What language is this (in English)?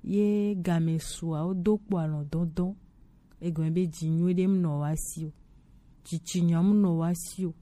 Gen